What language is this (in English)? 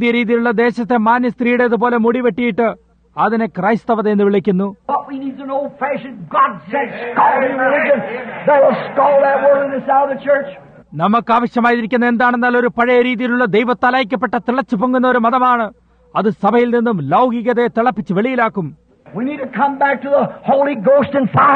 Malayalam